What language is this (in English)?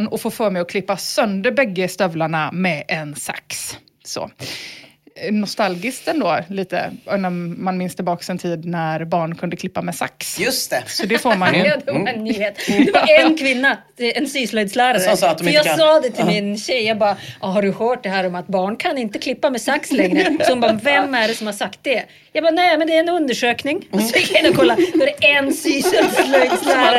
Swedish